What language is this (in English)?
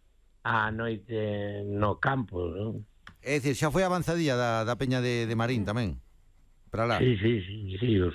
Galician